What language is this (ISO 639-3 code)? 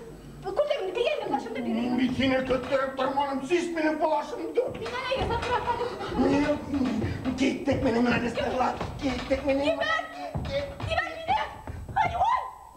bak